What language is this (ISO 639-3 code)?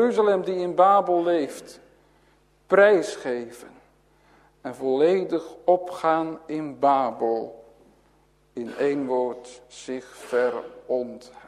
nld